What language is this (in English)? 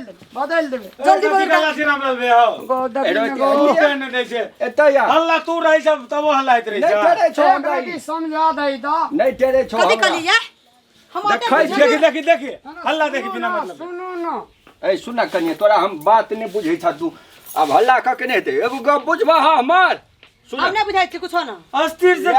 Maithili